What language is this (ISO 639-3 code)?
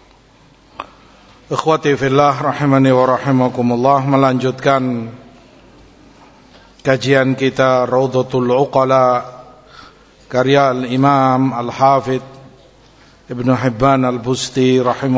ind